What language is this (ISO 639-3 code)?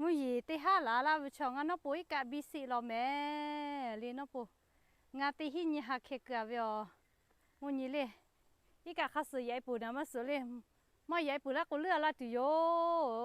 lhu